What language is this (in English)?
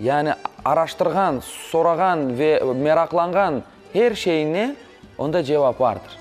Crimean Tatar